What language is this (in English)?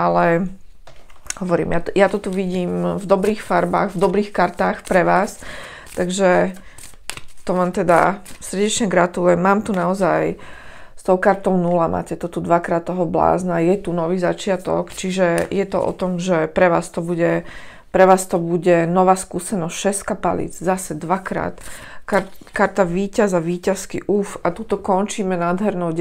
Slovak